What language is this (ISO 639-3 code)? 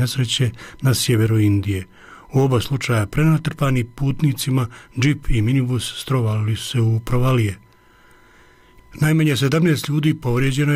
bos